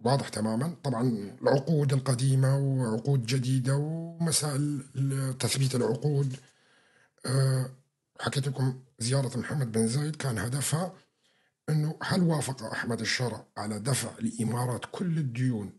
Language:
North Levantine Arabic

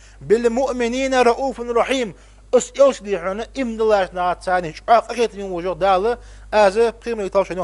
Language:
Ingush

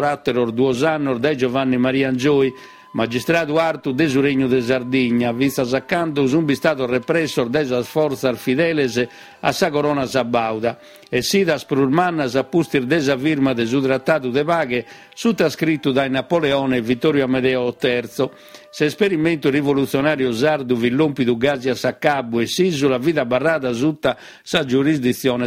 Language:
Sardinian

